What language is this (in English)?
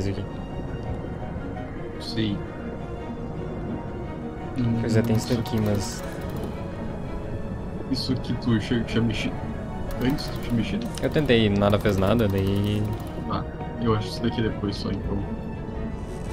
Portuguese